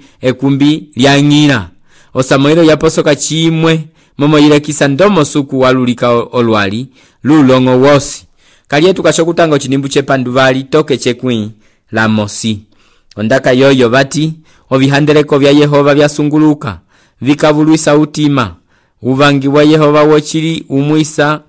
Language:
Umbundu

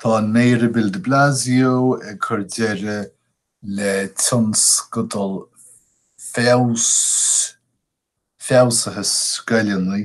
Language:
Irish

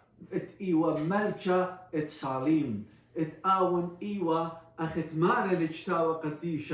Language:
Assyrian Neo-Aramaic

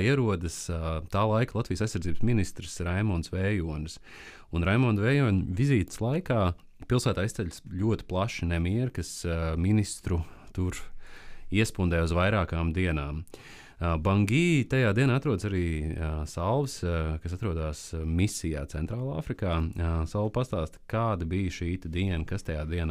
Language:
Latvian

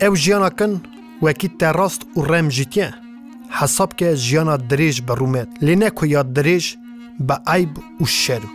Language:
Kurdish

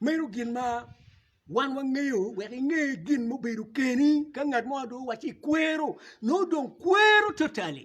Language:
Acoli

